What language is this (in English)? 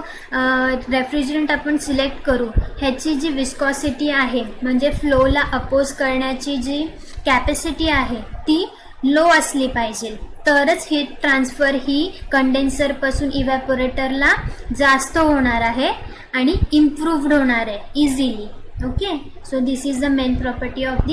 Marathi